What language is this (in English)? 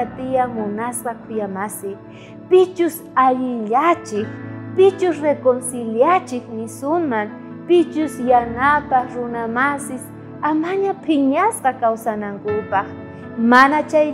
South Bolivian Quechua